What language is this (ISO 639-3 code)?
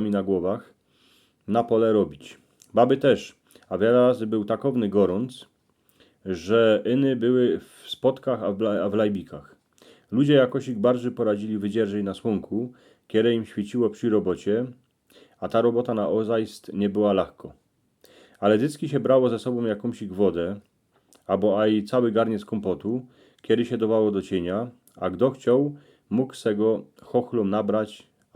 szl